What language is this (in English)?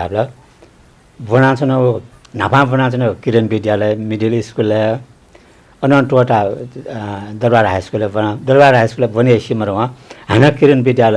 Newari